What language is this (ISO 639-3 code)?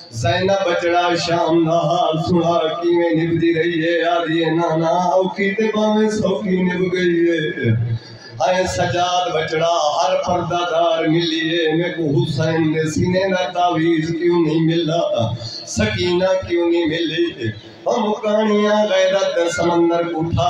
skr